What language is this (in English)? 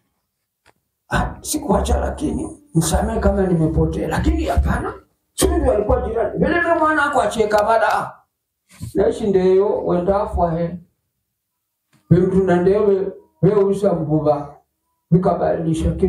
Swahili